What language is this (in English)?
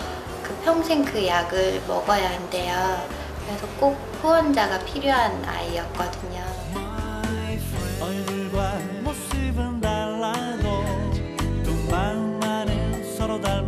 Korean